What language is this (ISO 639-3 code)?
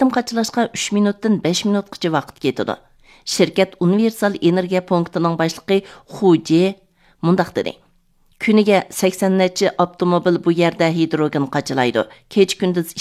uig